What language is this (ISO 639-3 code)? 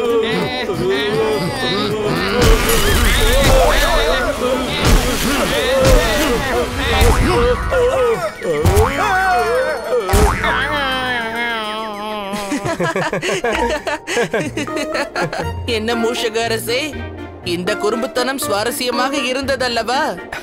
tam